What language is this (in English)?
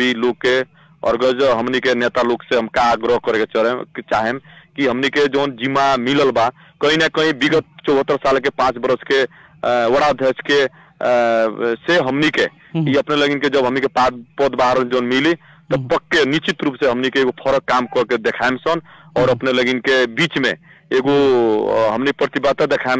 Bhojpuri